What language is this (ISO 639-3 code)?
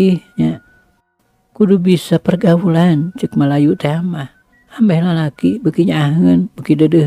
sun